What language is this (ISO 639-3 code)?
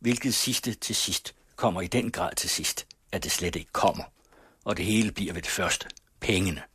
dan